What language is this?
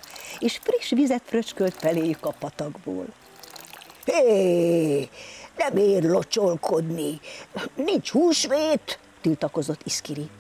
Hungarian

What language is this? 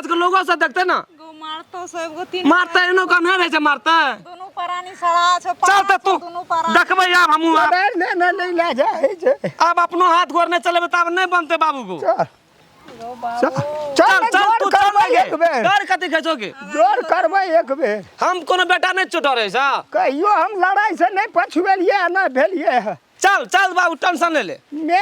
Maithili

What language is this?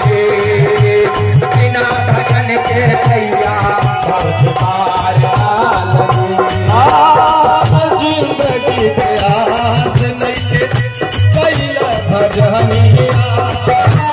Bhojpuri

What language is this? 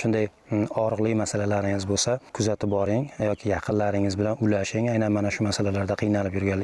Uzbek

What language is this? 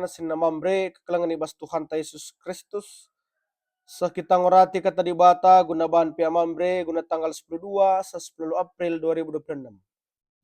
Batak Karo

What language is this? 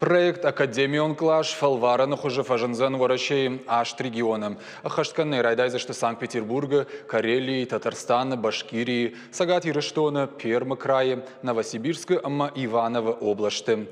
Ossetic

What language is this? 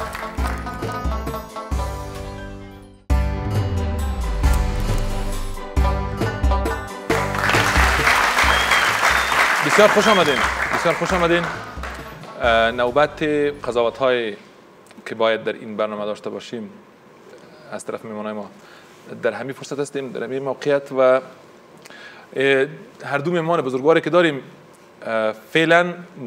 Persian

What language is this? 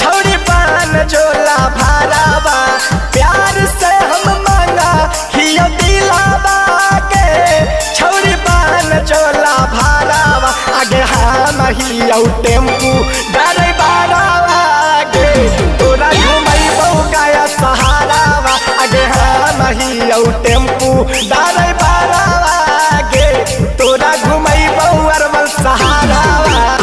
Magahi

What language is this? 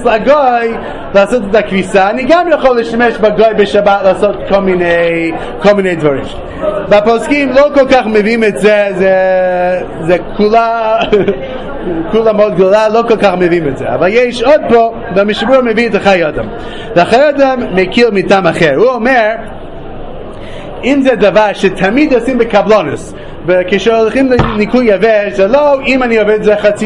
Hebrew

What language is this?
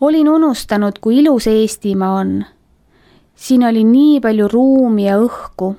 Estonian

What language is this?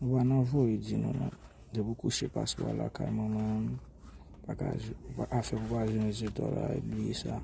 Haitian Creole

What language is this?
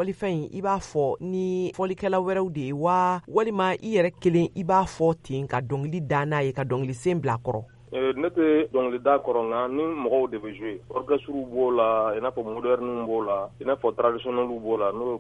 Bambara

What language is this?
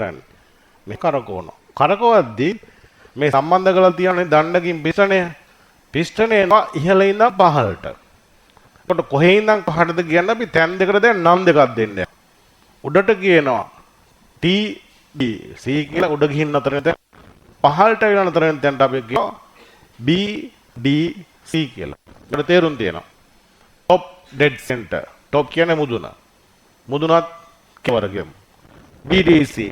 Sinhala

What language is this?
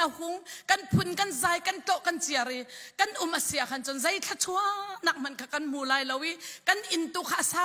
Hakha Chin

